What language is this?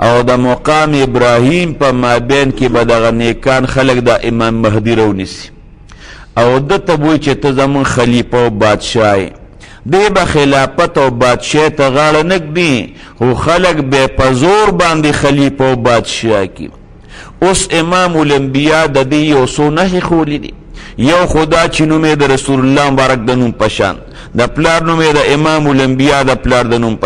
Pashto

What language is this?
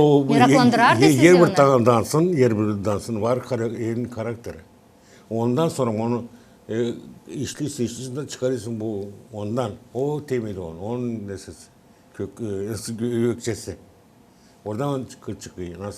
Gagauz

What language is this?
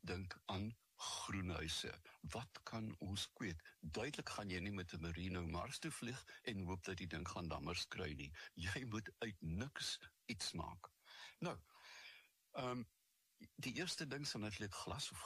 Afrikaans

